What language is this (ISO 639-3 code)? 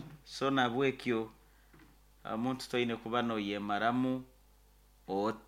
nyo